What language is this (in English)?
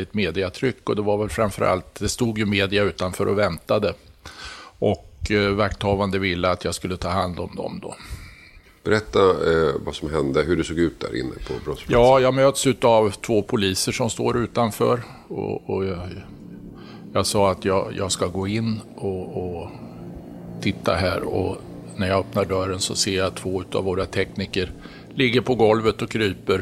Swedish